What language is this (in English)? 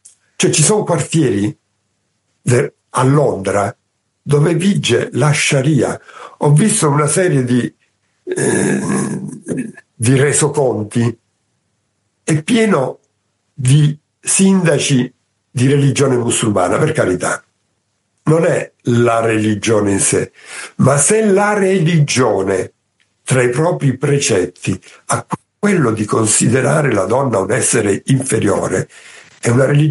Italian